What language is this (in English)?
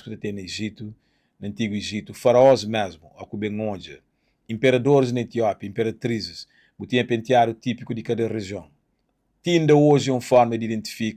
Kabuverdianu